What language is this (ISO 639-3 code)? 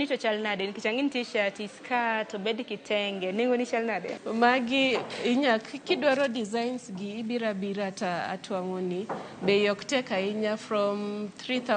luo